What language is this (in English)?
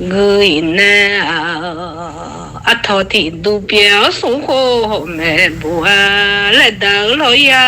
Akha